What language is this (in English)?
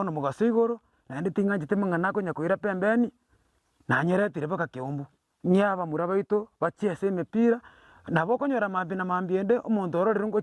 Gusii